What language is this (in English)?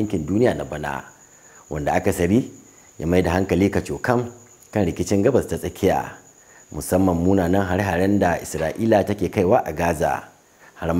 Hausa